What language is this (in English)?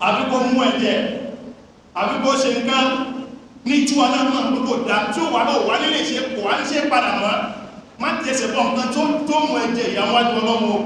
Yoruba